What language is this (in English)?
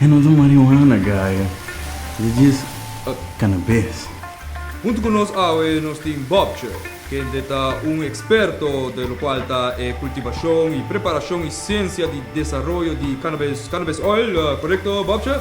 Papiamento